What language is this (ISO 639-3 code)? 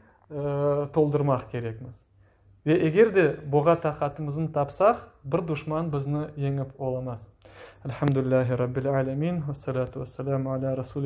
crh